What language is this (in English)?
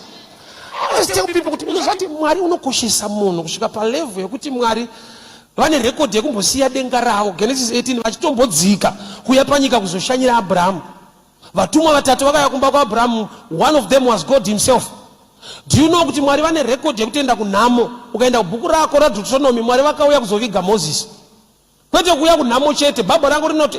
Shona